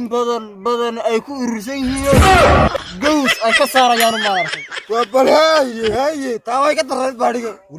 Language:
Somali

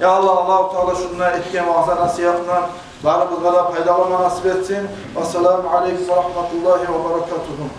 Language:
Kumyk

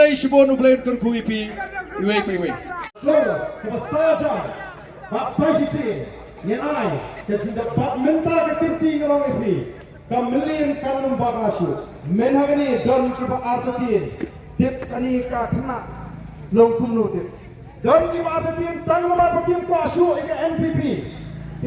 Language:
Khasi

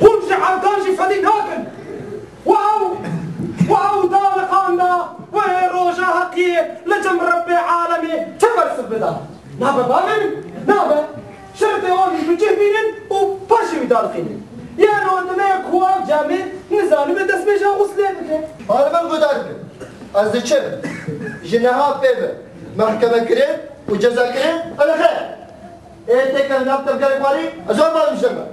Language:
Kurdish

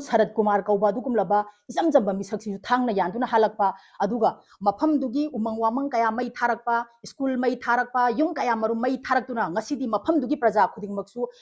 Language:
Manipuri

